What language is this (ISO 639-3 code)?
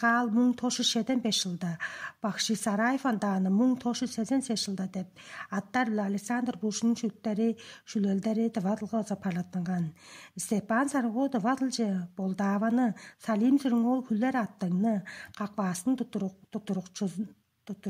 tyv